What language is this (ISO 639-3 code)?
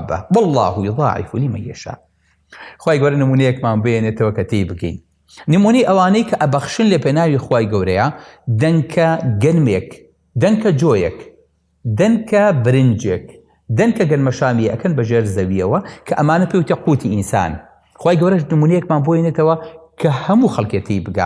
ckb